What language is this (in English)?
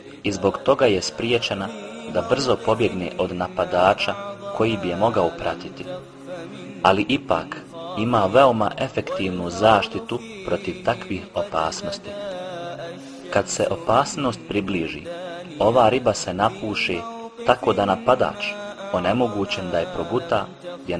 Bosnian